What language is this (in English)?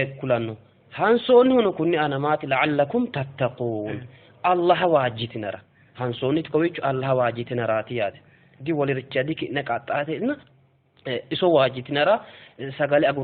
Sidamo